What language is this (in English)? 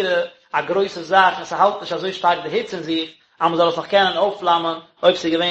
Yiddish